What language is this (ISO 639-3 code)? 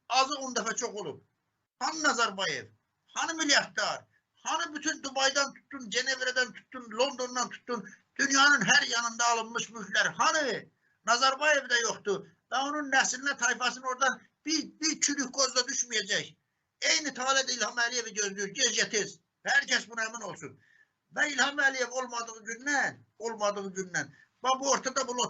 aze